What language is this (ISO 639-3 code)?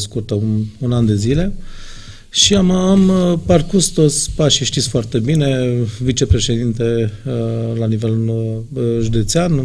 ron